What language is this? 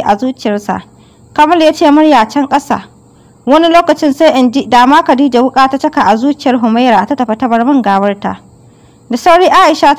Hausa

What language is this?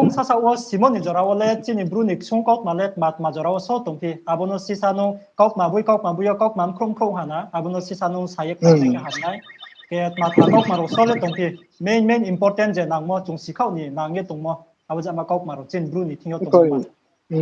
Riang (India)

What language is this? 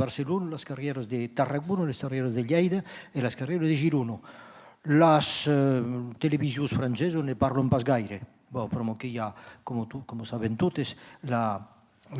Occitan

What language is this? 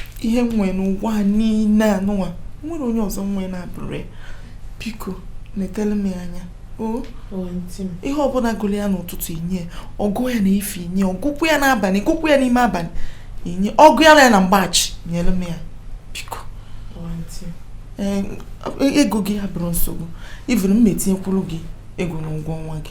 Igbo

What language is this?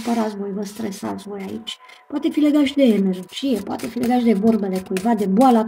Romanian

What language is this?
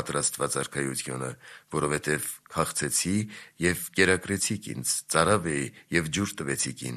Armenian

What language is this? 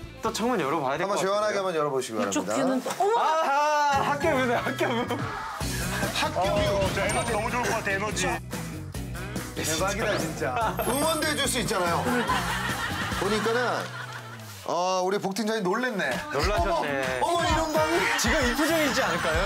Korean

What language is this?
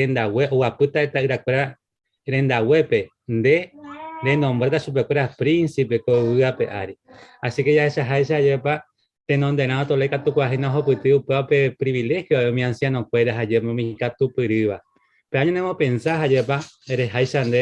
Guarani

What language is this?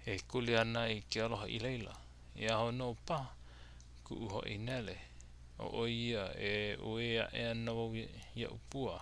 Hawaiian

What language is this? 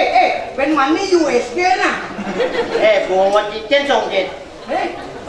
Balinese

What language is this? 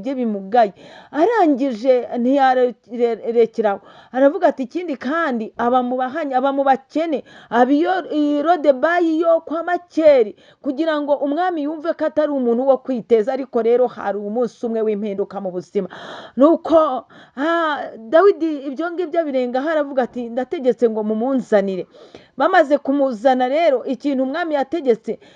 Kinyarwanda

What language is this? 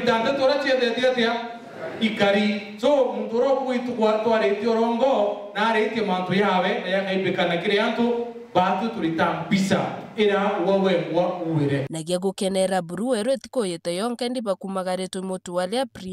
Meru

